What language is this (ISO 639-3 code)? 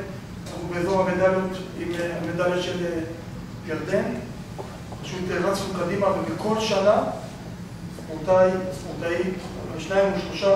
heb